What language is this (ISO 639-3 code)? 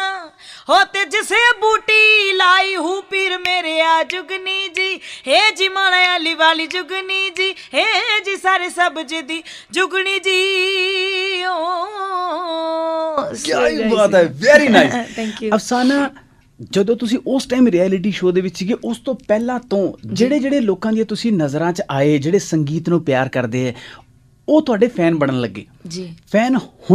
pan